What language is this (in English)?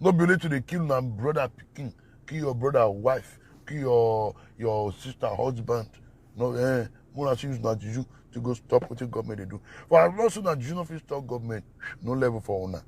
Nigerian Pidgin